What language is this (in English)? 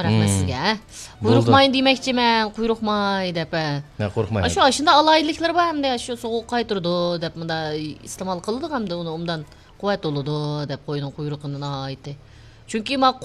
Uyghur